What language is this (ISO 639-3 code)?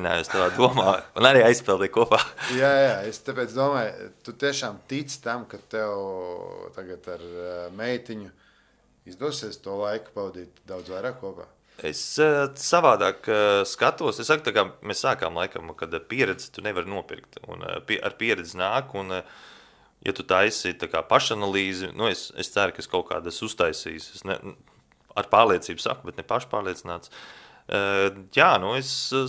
lav